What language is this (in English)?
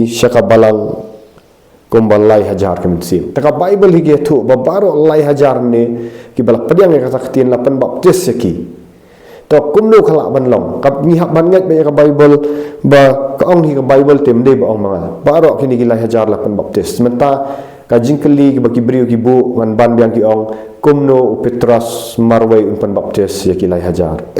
Khasi